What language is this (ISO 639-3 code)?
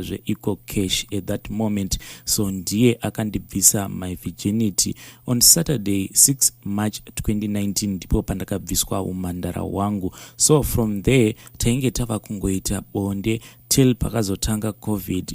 sna